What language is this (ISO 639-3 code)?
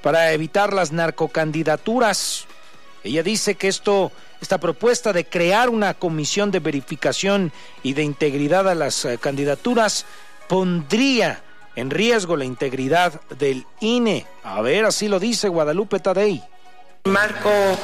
spa